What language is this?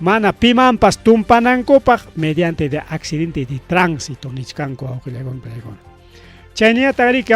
Ayacucho Quechua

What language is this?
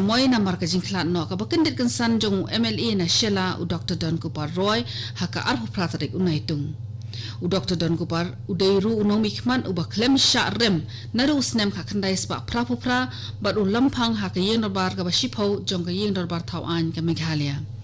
Khasi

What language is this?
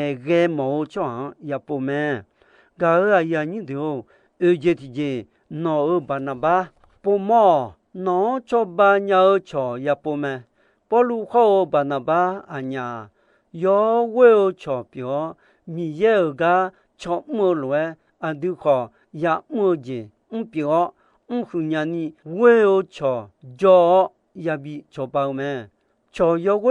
Akha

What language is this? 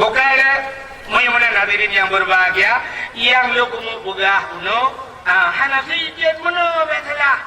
Achinese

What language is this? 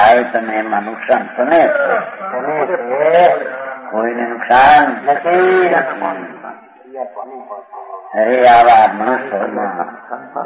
Gujarati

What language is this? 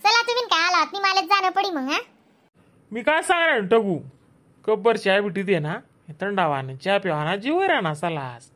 Khandesi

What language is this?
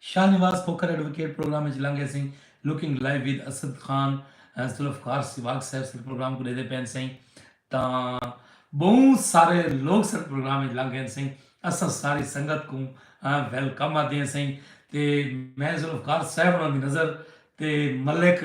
Saraiki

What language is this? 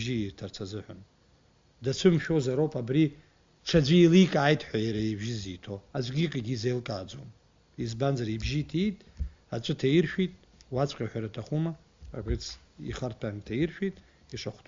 Abkhazian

